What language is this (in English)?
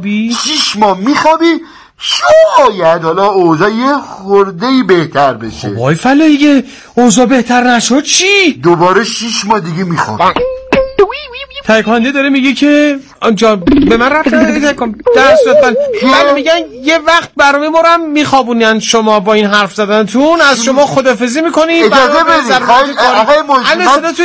Persian